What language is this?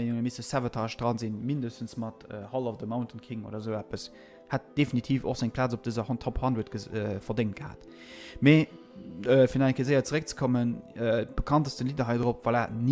Luxembourgish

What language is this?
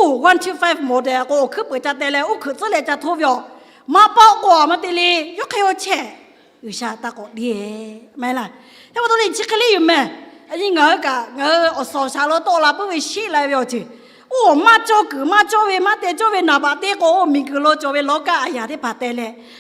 Lahu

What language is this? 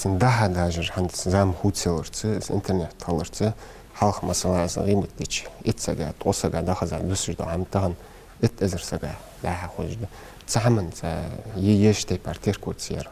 Ingush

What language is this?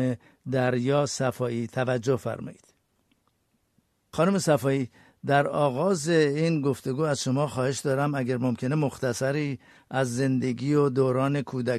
Persian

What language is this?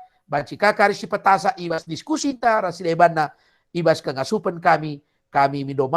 Batak Karo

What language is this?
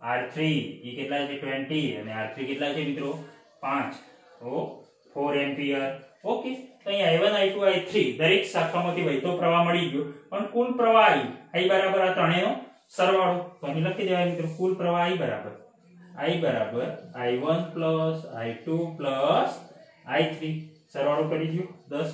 Gujarati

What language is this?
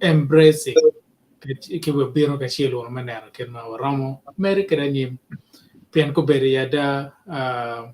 Acoli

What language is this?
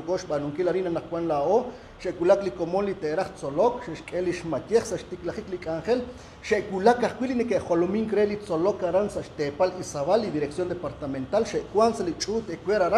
Kekchí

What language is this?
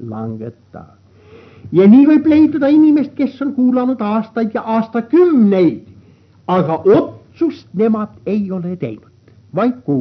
Estonian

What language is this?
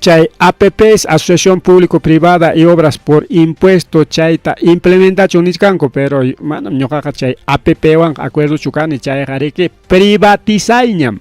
Ayacucho Quechua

